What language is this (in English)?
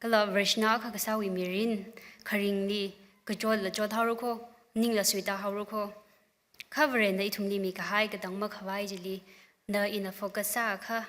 Tangkhul Naga (India)